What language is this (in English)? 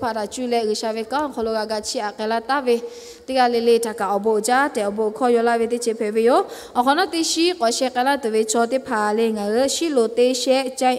Lahu